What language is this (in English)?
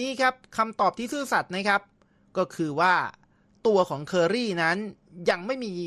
Thai